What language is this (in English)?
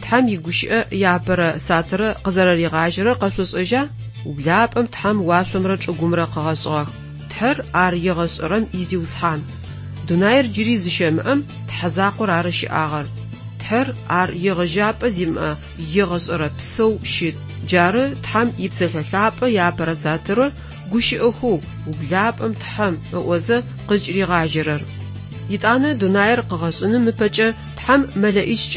Adyghe